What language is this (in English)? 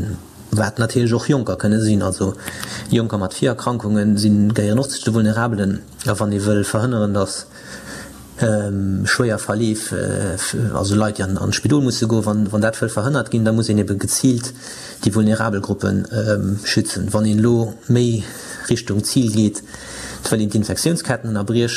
Luxembourgish